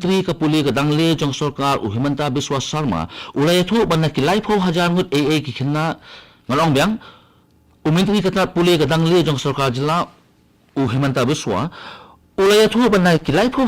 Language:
Khasi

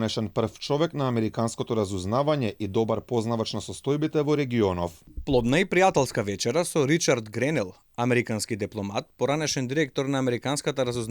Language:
Macedonian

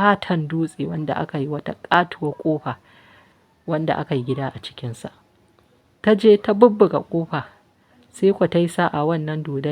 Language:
Hausa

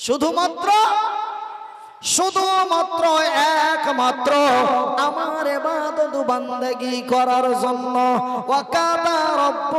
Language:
Bangla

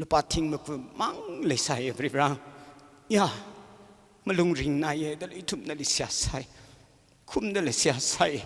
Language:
Tangkhul Naga (India)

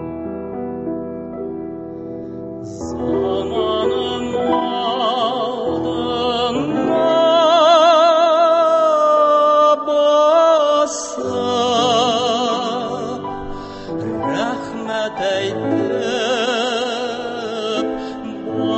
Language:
Tatar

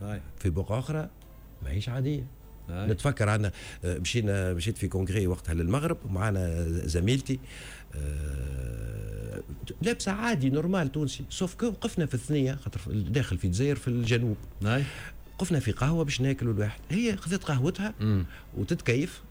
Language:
Tunisian Arabic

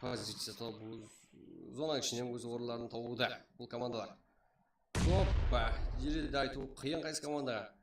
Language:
Kara-Kalpak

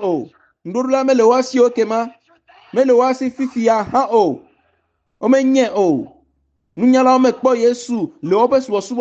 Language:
Ewe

